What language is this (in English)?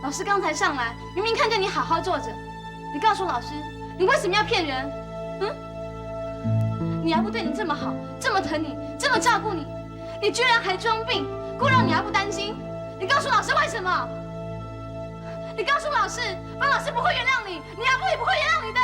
Min Nan Chinese